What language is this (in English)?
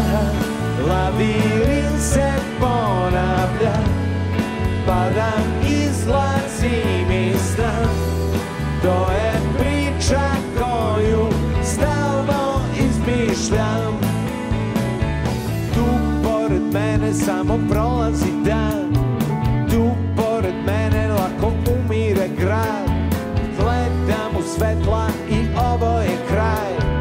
Serbian